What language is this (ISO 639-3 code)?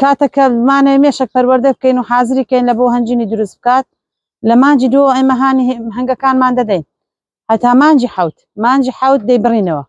ckb